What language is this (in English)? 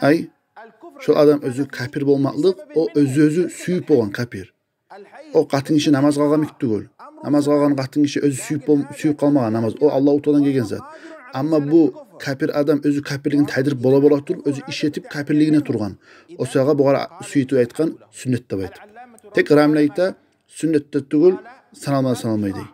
Kumyk